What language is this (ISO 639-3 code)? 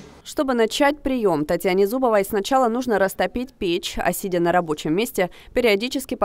rus